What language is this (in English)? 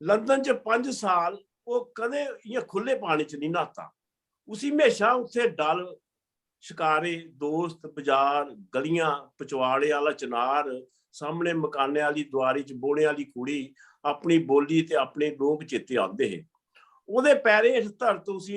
Dogri